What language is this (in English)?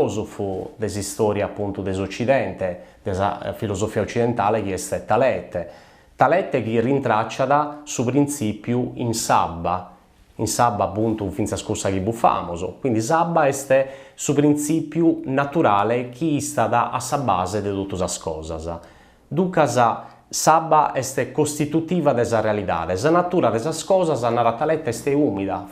Sardinian